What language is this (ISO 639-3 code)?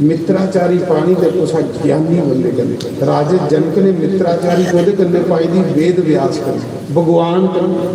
doi